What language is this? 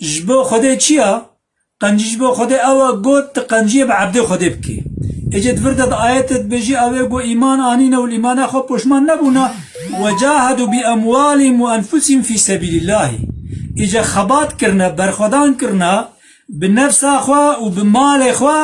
Kurdish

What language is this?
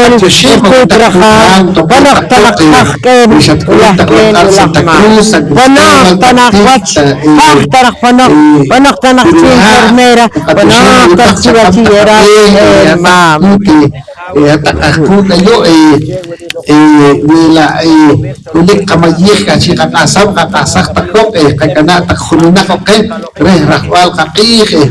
Poqomchi'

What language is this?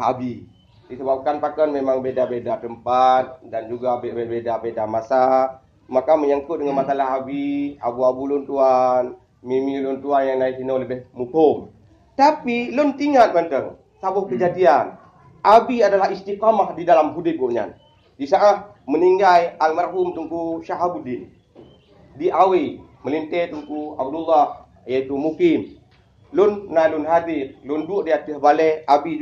Achinese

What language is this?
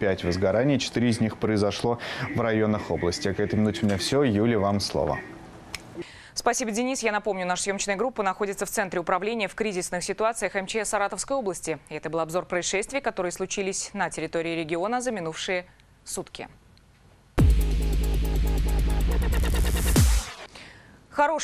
Russian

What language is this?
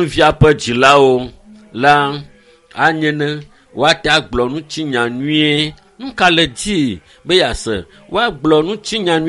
Ewe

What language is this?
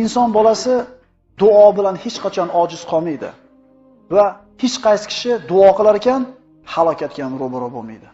Uzbek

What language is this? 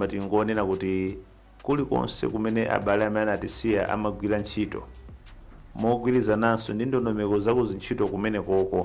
Nyanja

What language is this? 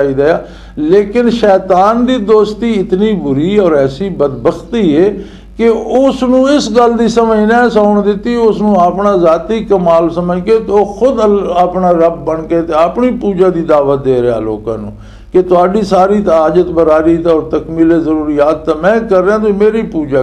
Western Panjabi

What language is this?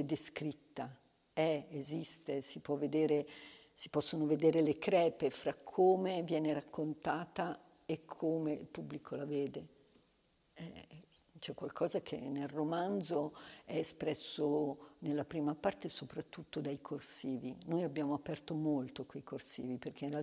Italian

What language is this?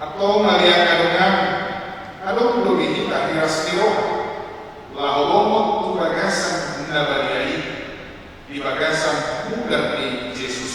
Batak Toba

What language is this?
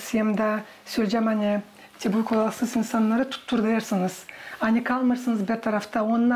Gagauz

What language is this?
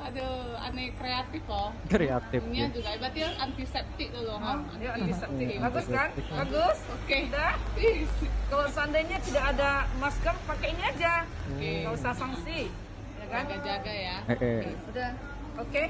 Banjar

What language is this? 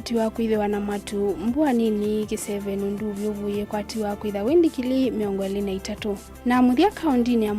Kamba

